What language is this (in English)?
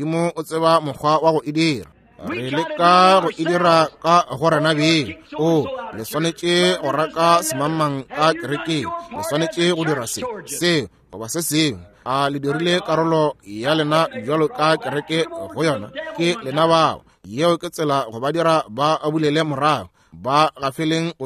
Northern Sotho